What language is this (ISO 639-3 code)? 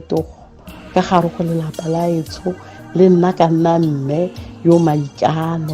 tsn